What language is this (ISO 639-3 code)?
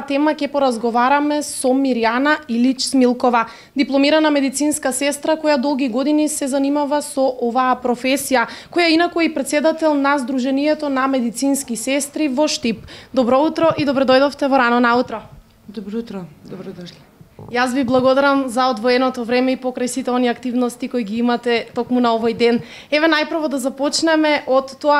mkd